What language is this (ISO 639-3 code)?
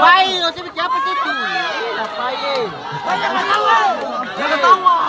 abs